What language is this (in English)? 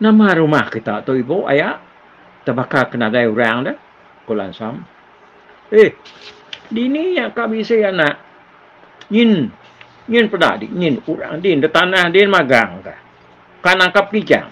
Iban